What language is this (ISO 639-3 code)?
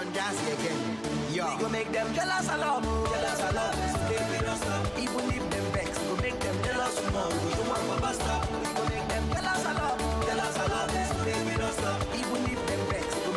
pcm